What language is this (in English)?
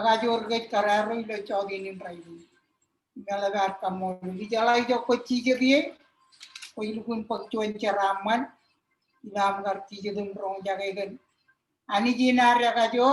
Marshallese